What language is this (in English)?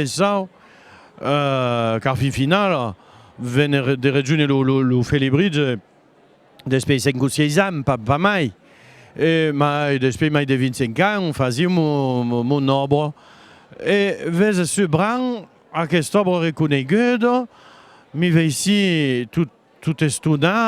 Occitan